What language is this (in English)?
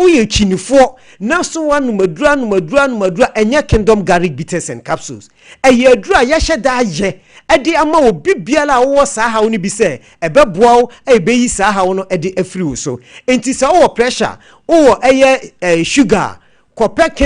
Akan